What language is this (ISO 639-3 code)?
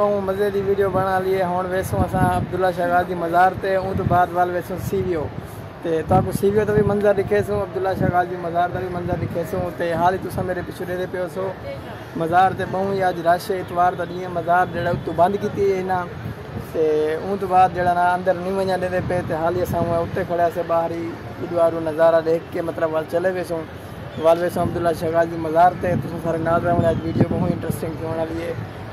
skr